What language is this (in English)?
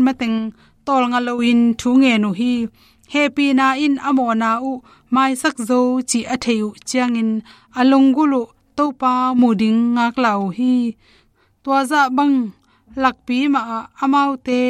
Tedim Chin